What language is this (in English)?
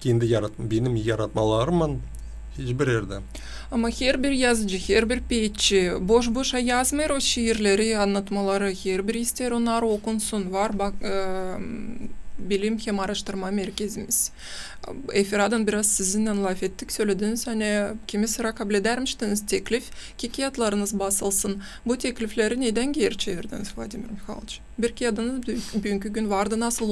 Gagauz